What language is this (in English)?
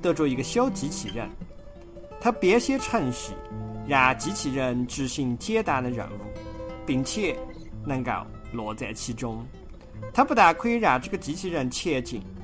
Chinese